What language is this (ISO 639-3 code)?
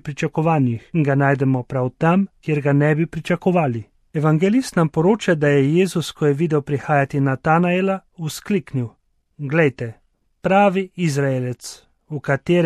slv